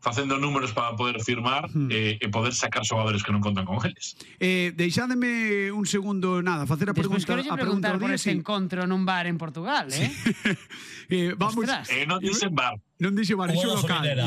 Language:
Galician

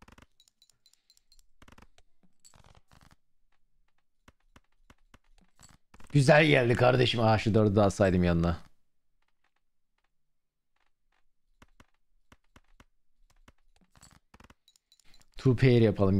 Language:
Turkish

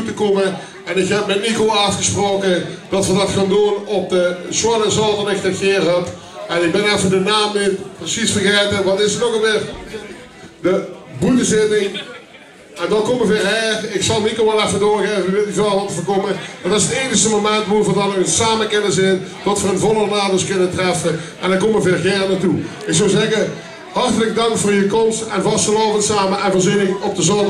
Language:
Limburgish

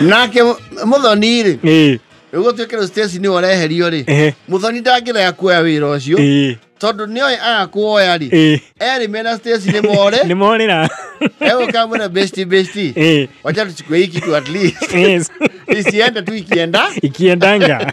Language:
Kikuyu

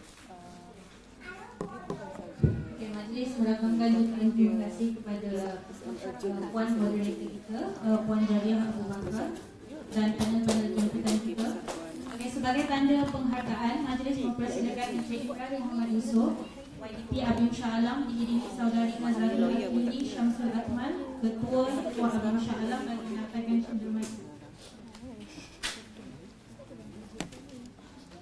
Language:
Malay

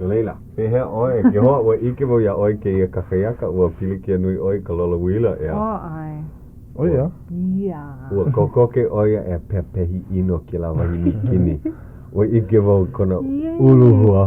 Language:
Hawaiian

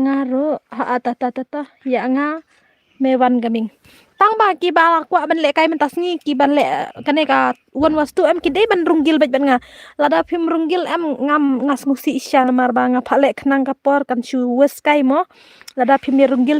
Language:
Khasi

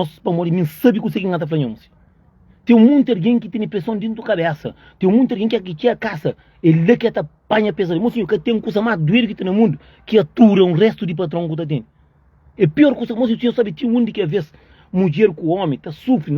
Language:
Kabuverdianu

